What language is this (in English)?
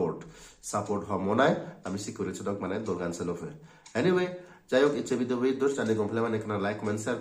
Chakma